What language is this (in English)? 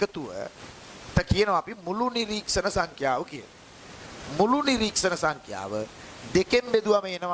Sinhala